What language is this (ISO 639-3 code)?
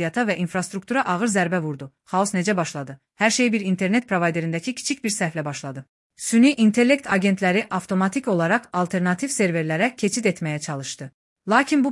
aze